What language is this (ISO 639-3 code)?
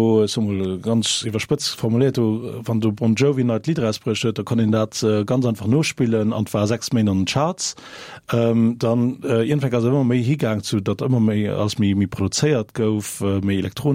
ltz